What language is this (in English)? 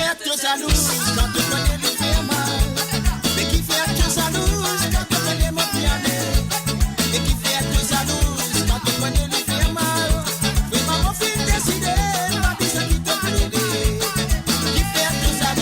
Morisyen